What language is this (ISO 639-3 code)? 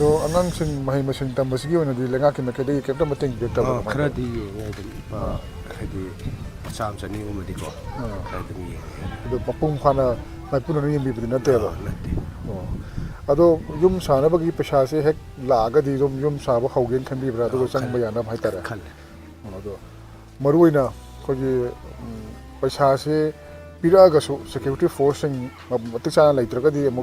mni